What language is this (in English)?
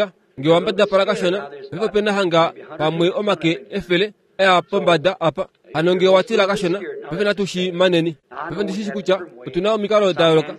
Kuanyama